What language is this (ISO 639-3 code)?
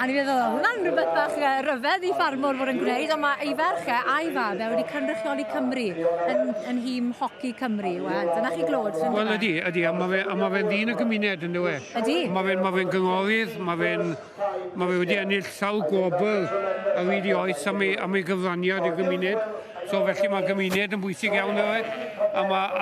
cym